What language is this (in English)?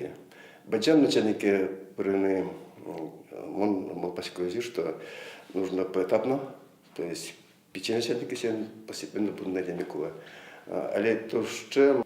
Udmurt